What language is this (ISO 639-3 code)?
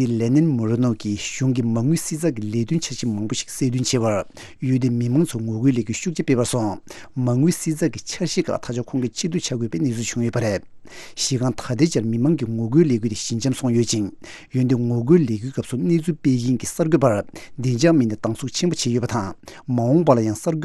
bod